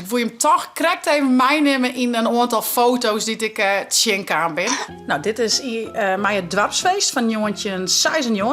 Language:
Western Frisian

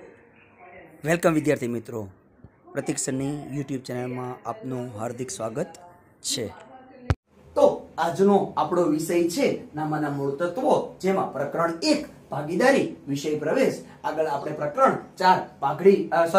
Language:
Gujarati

